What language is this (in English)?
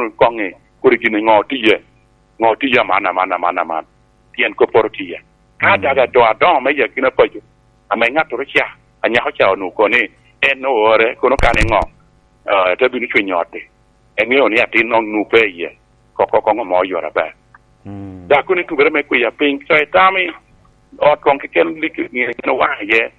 Lango (Uganda)